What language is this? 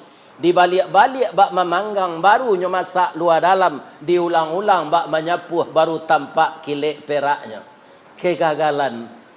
Minangkabau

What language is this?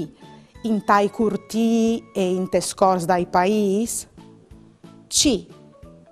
Friulian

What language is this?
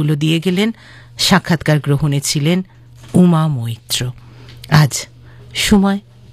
Bangla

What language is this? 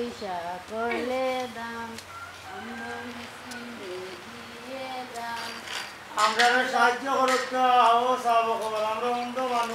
Sylheti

